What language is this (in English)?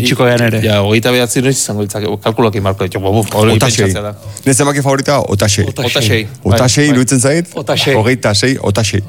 Basque